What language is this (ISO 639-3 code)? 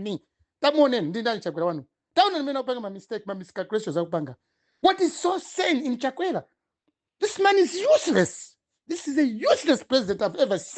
nya